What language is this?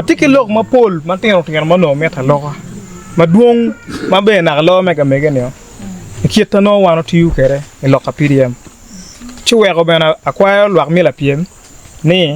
Acoli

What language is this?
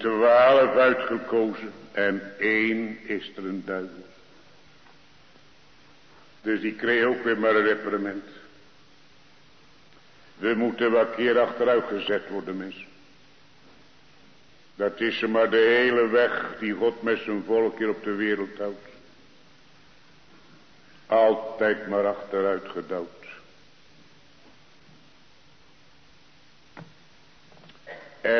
Dutch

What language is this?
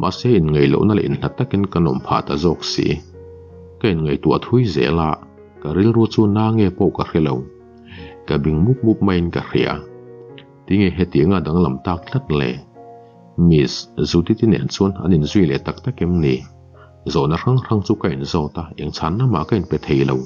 Mizo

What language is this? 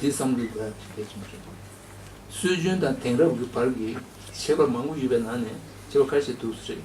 Tibetan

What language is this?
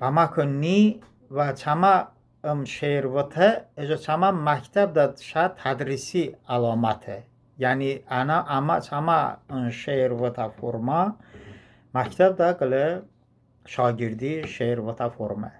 Talysh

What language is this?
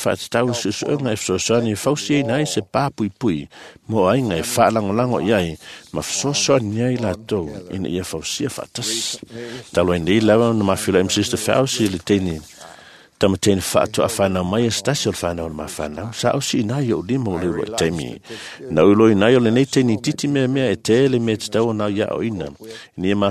Samoan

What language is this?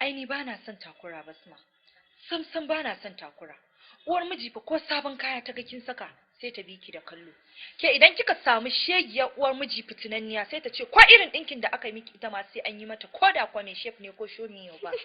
Hausa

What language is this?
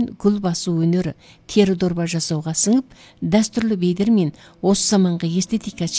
Kazakh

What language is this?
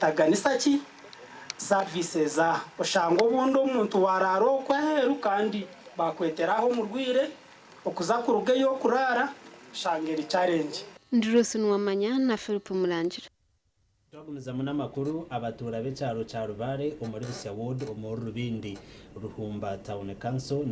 Nyankole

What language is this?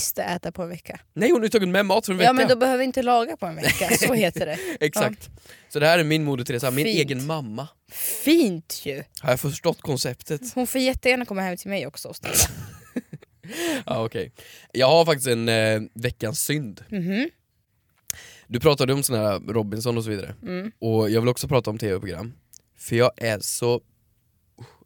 Swedish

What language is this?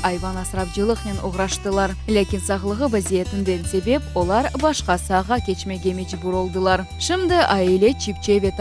Crimean Tatar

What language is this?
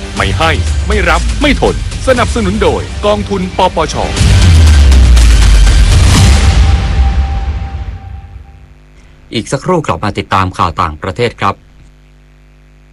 Thai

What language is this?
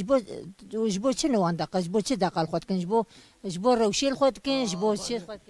Kurdish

